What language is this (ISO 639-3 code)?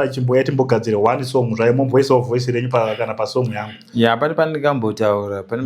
sna